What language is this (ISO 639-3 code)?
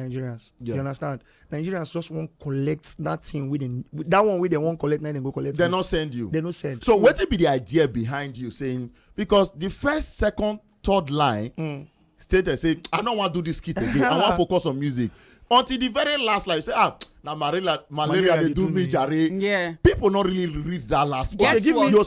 pcm